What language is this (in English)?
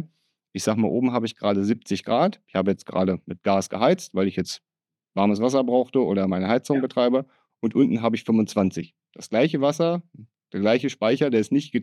German